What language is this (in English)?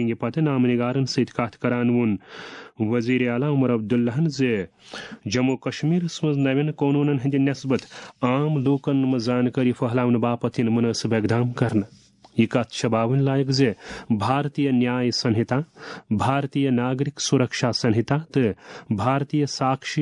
Kashmiri